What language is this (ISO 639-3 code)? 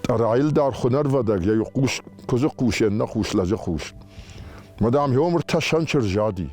oss